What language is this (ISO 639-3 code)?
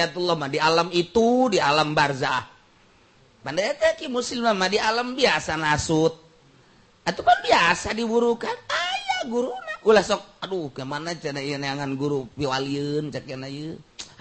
sun